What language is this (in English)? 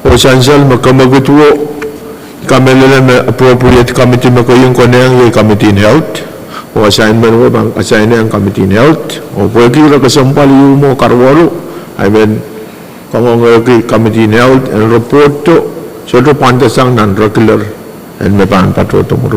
Pohnpeian